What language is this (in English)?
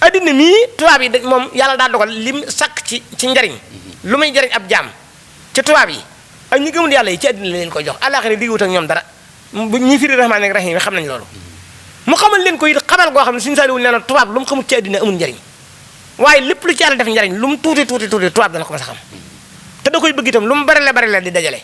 Wolof